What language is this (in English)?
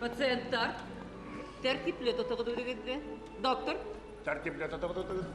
Bashkir